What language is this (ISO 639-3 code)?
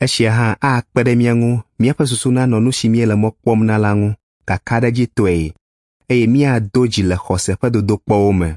ewe